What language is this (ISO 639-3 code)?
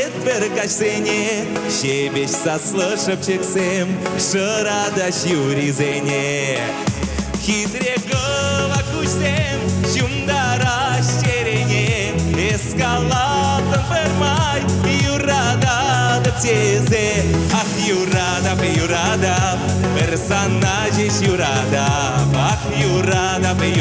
chv